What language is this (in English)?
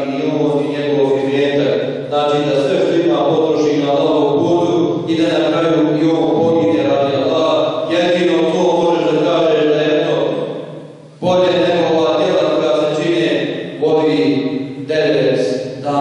Bosnian